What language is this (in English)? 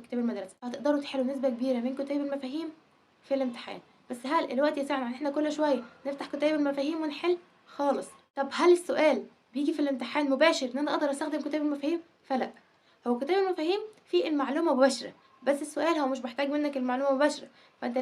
Egyptian Arabic